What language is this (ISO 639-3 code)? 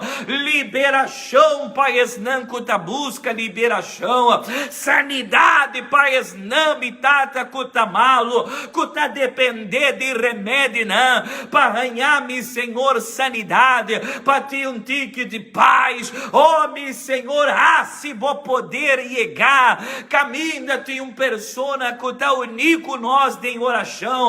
pap